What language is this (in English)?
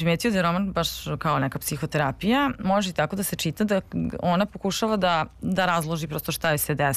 Serbian